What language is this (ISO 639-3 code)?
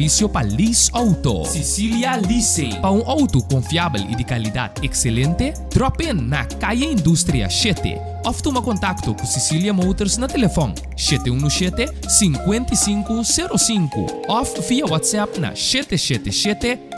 pap